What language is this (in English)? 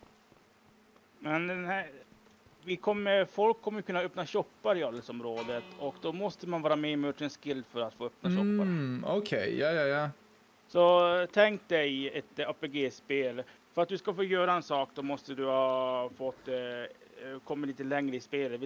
Swedish